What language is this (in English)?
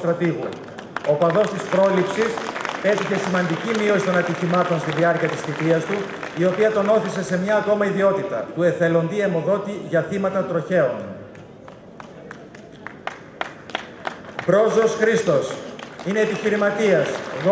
Greek